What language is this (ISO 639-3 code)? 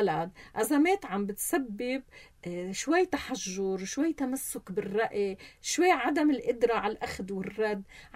apc